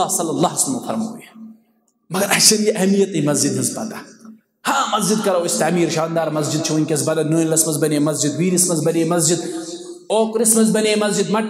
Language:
Kashmiri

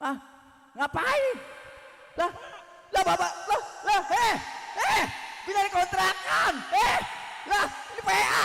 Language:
Betawi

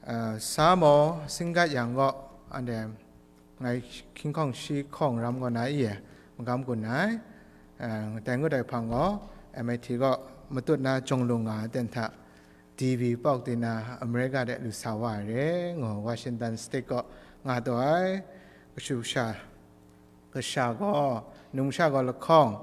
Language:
Kachin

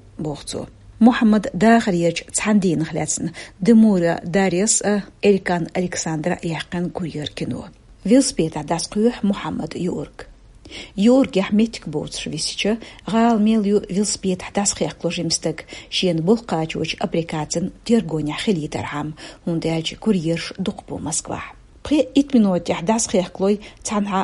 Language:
Chechen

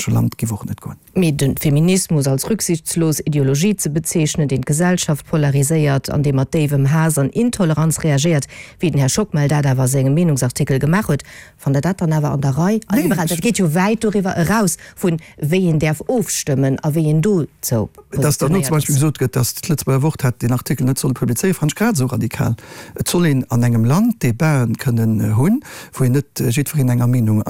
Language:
Luxembourgish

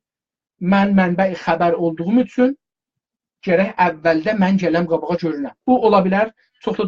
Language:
South Azerbaijani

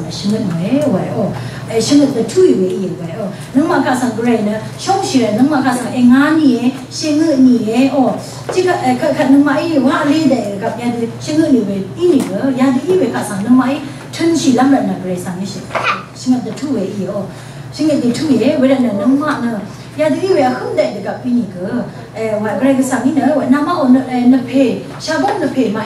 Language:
Rawang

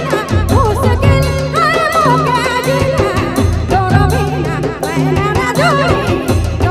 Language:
Sadri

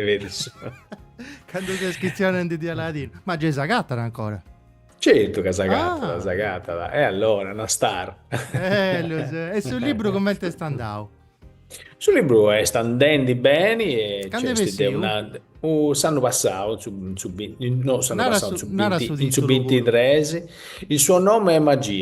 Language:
Sardinian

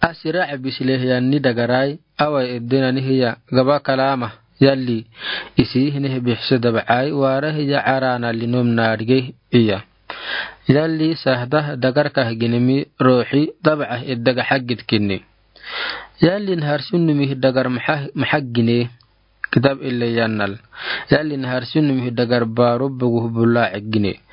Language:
Afar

